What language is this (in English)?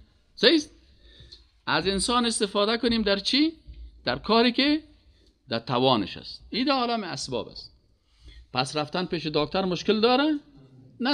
Persian